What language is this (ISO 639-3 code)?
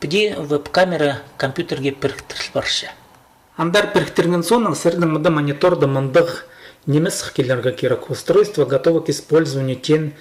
kjh